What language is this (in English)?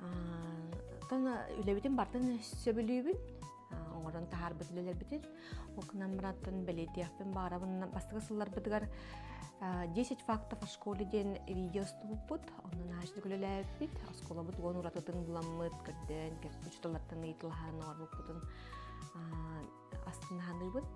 Yakut